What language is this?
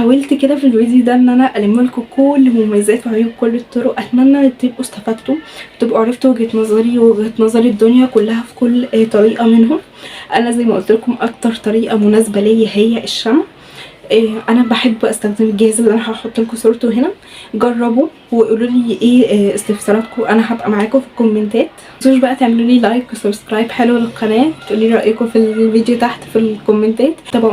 Egyptian Arabic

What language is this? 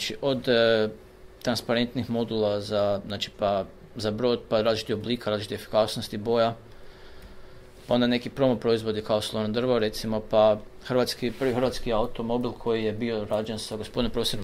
Croatian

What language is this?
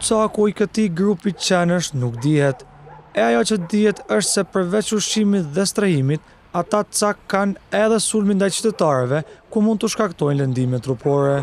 Albanian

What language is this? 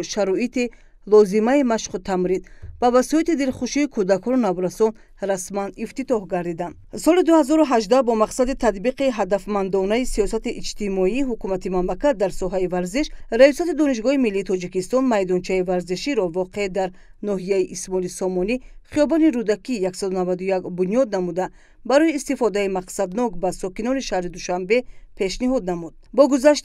Tajik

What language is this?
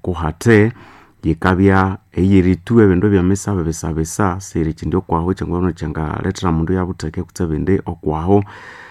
Nande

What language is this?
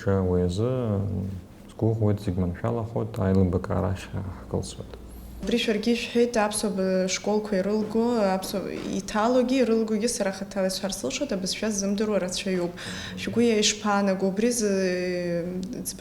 Abkhazian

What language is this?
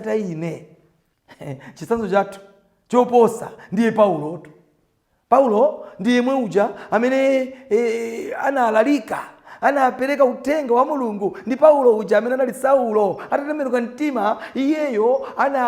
Nyanja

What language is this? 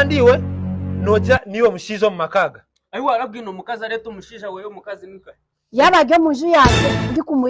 Nyankole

